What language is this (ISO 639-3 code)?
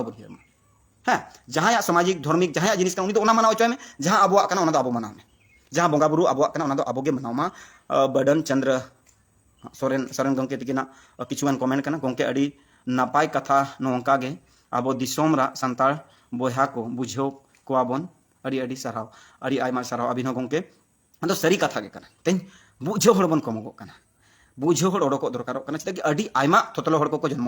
sat